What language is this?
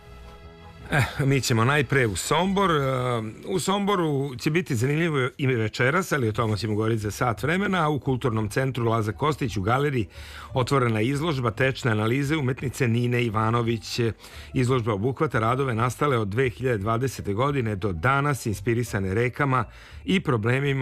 Serbian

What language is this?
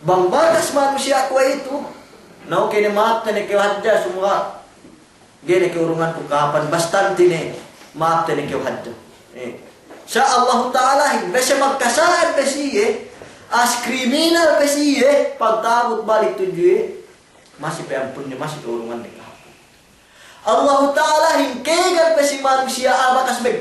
Yakan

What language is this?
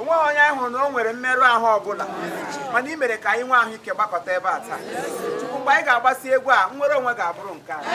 Igbo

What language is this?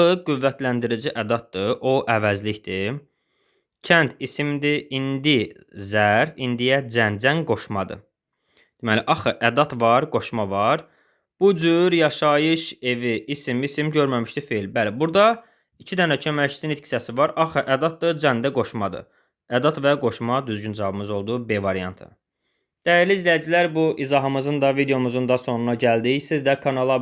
Azerbaijani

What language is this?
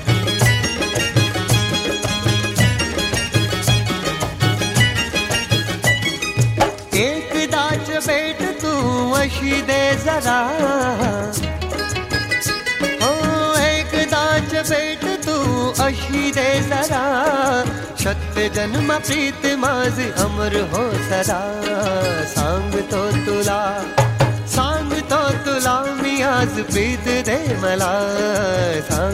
Marathi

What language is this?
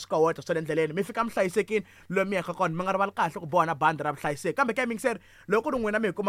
Tsonga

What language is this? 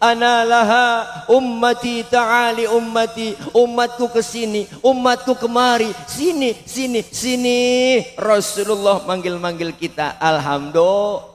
Betawi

